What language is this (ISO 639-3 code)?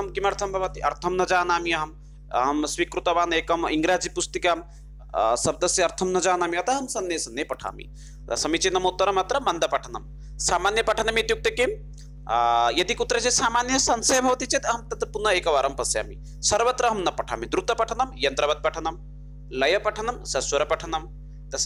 san